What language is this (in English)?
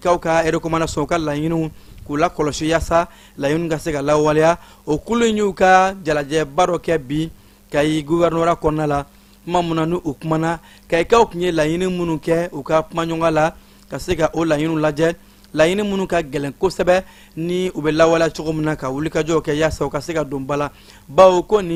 Bambara